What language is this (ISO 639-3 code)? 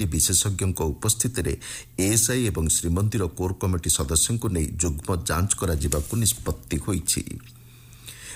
ori